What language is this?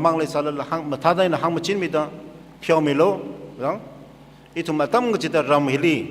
Tangkhul Naga (India)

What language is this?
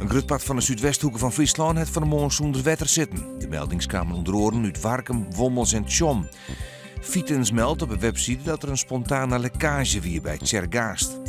Western Frisian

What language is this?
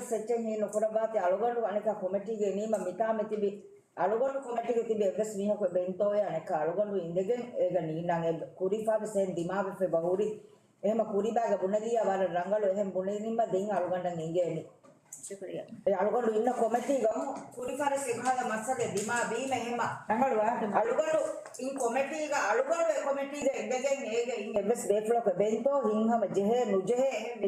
Divehi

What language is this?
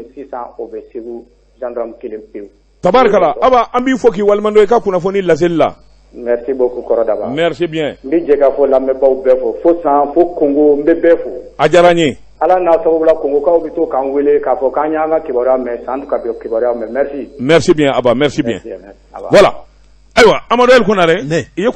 Bambara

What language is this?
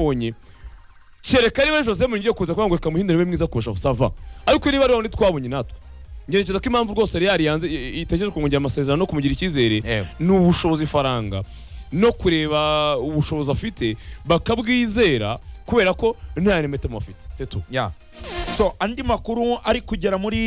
Kinyarwanda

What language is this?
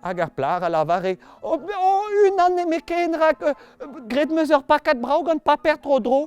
Breton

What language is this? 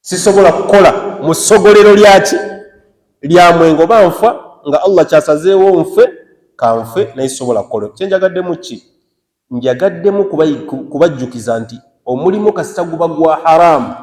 Ganda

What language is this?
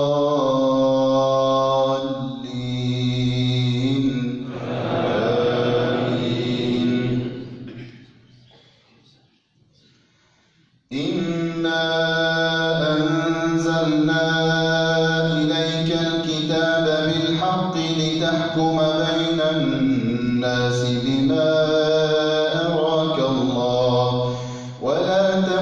Arabic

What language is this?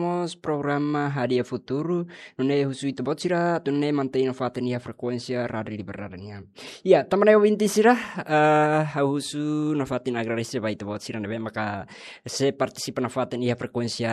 Tetum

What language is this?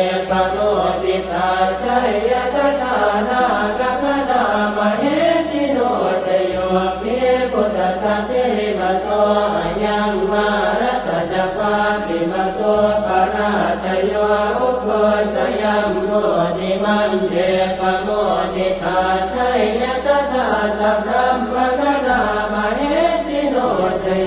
Pali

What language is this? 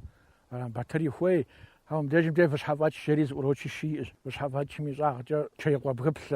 Kabardian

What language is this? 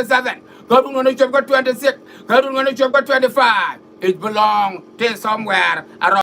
Nuer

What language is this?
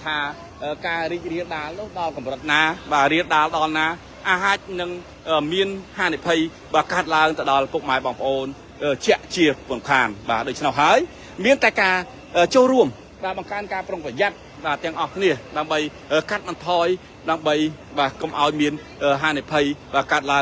Khmer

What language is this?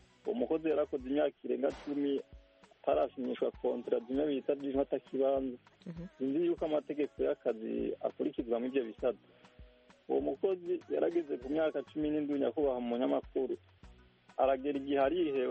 Kinyarwanda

